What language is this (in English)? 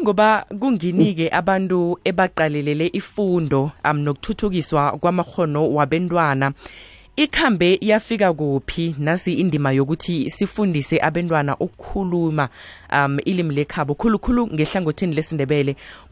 South Ndebele